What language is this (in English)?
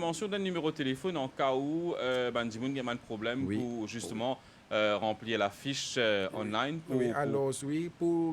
Morisyen